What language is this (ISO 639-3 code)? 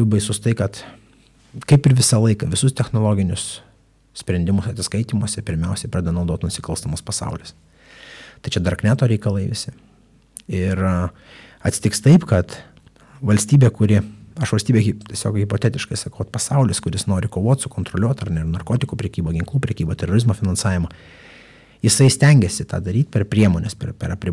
lit